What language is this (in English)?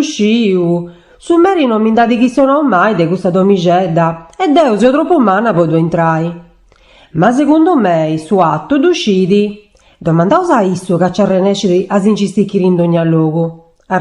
Sardinian